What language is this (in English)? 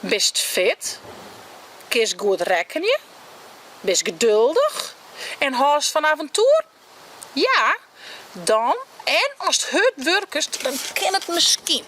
Western Frisian